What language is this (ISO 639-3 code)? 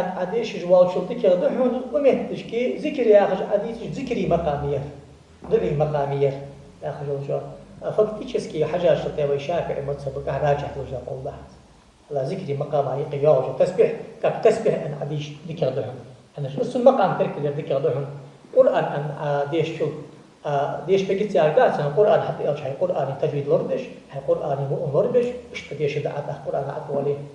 inh